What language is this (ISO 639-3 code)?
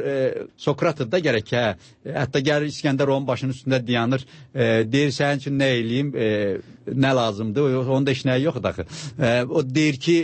aze